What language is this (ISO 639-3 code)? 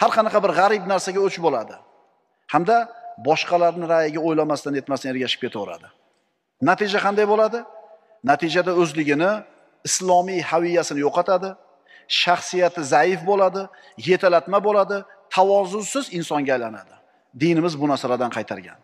uzb